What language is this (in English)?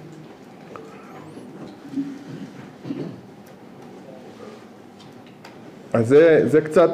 Hebrew